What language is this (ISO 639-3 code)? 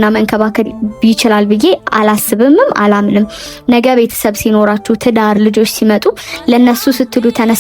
amh